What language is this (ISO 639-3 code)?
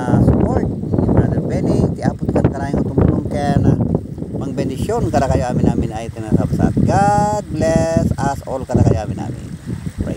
ilo